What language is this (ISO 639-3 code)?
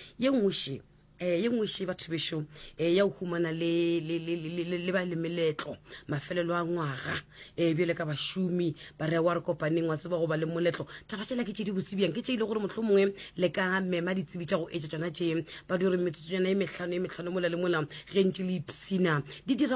nso